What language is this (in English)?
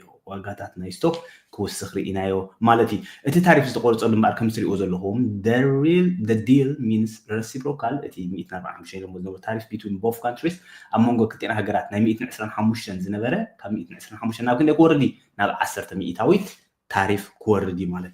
Tigrinya